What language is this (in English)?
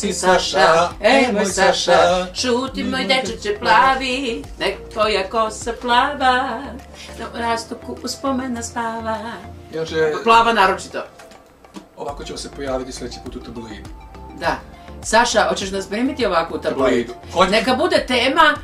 Serbian